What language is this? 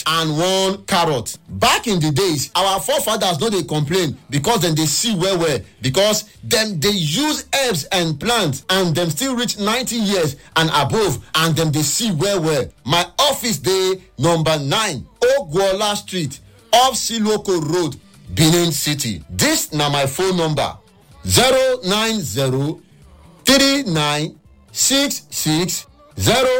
Nigerian Pidgin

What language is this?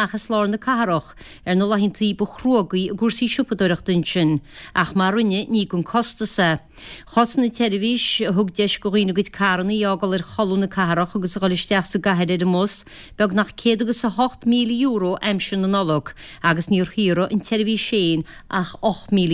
Irish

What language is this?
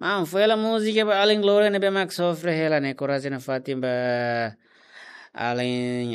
Tetum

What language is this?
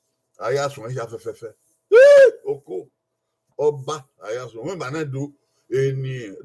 Bini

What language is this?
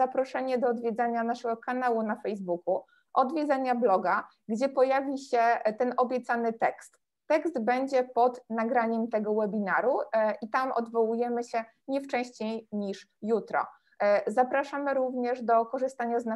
Polish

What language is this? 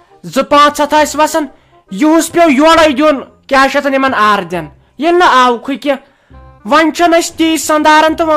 Kashmiri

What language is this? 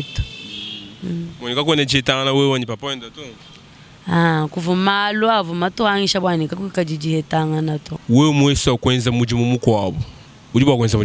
Luba-Lulua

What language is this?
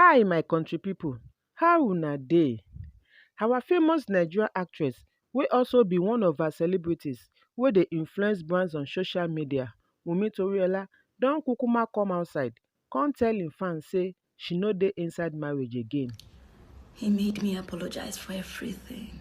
Nigerian Pidgin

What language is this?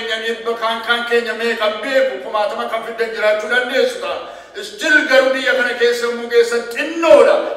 Oromo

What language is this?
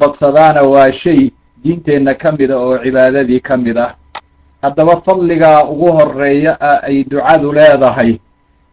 Somali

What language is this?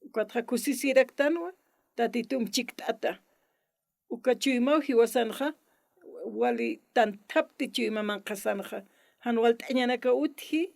Aymara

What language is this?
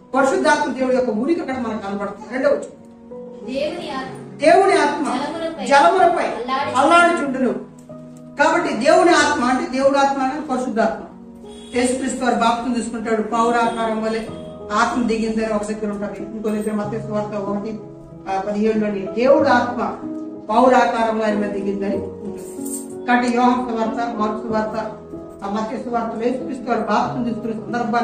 Telugu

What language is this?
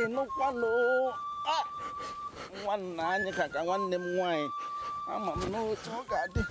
Igbo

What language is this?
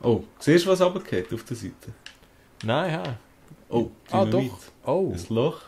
Swiss German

